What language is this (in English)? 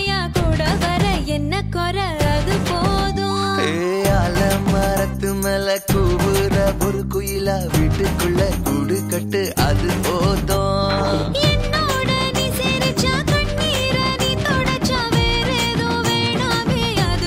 Tamil